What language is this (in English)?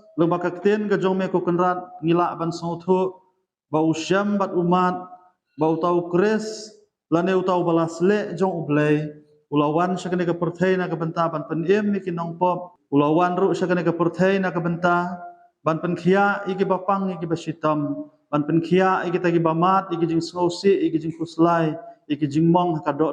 Khasi